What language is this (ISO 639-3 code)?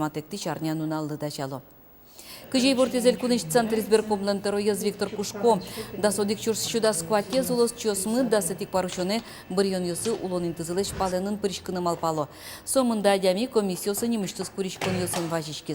udm